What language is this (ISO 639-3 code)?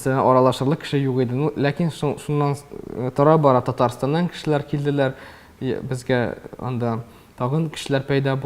tat